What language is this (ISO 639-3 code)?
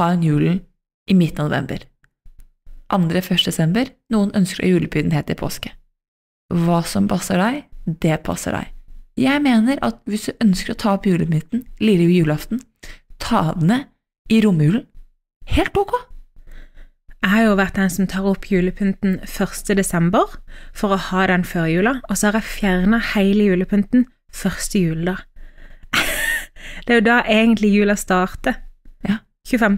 nor